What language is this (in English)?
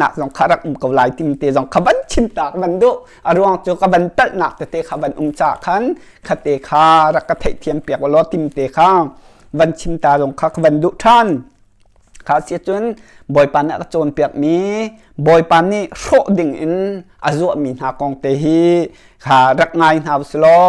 Hakha Chin